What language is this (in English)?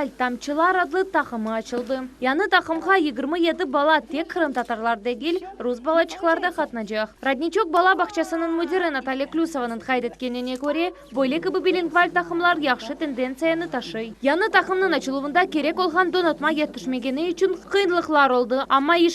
Crimean Tatar